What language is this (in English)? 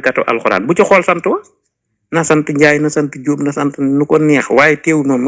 Wolof